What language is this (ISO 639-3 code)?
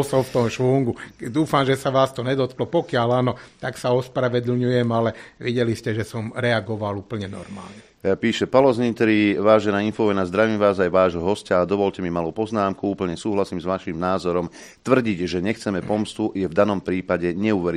slk